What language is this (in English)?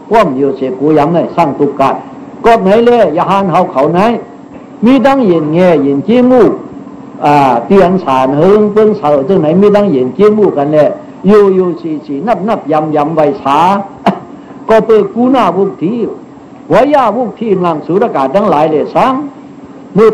Shan